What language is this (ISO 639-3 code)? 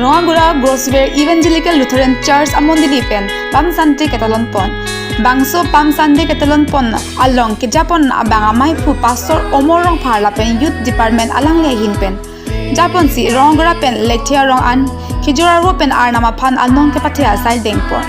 mjw